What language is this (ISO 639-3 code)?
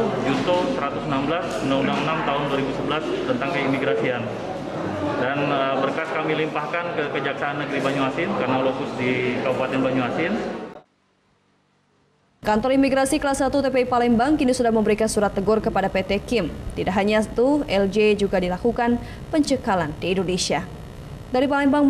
ind